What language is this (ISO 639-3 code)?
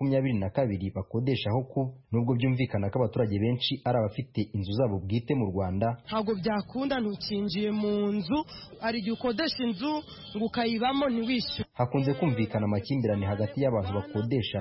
kin